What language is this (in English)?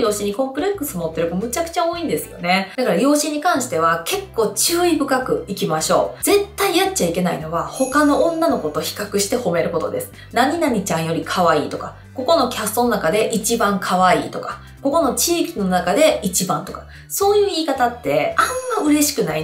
Japanese